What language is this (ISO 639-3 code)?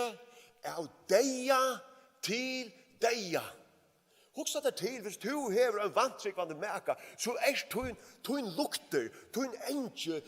fao